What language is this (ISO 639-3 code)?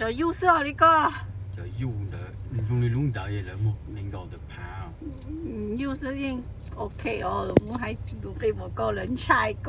hmn